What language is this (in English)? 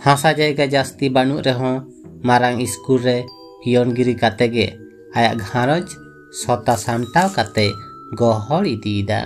Santali